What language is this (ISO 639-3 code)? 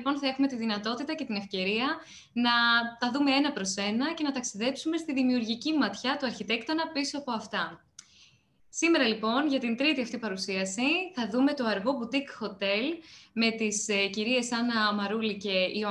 ell